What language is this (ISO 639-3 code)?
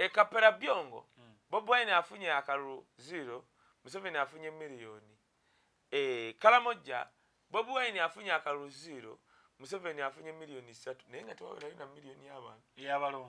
lug